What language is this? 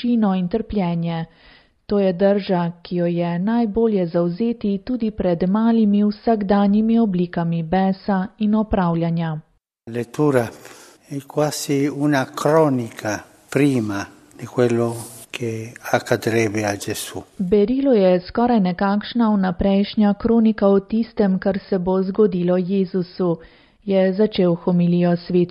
Slovenian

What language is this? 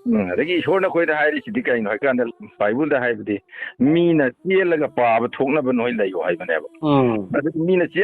Manipuri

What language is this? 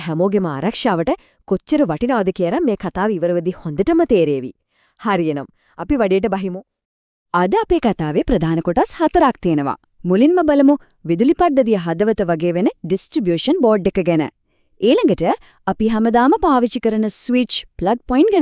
Sinhala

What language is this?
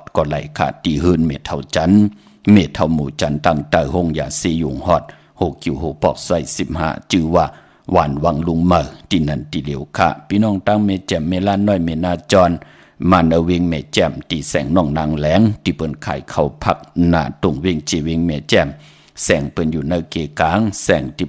Shan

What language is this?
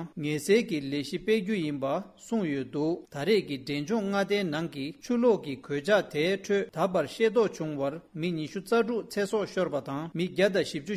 Tibetan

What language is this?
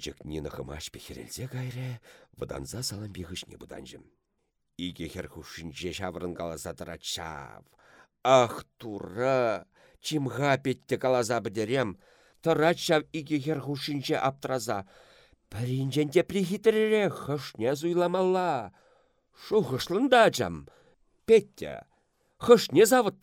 Chuvash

